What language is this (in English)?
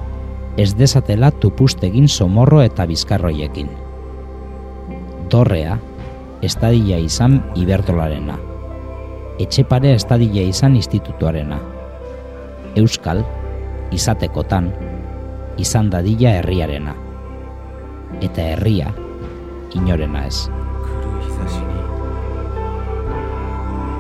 Basque